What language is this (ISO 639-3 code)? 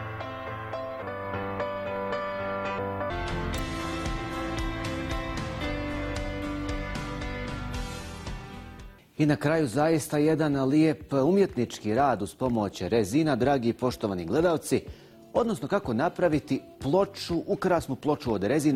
bos